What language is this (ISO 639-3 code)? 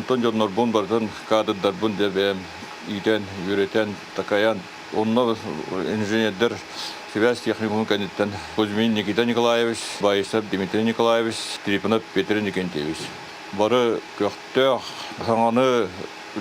sah